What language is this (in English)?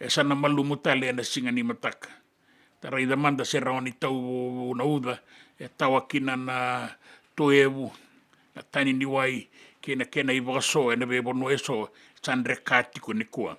Fijian